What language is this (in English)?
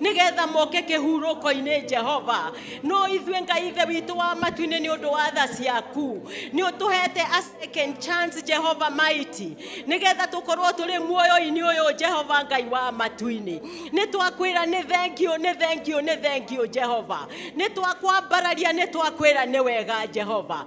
Kikuyu